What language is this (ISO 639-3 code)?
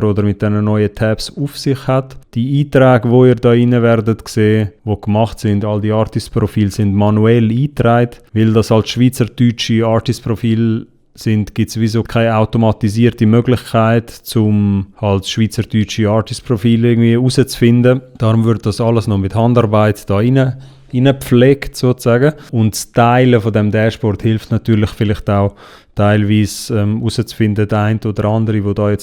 gsw